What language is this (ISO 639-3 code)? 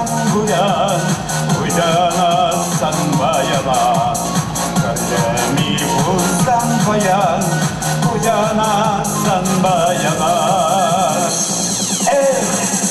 chv